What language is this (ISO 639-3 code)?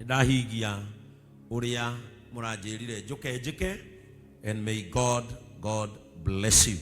kik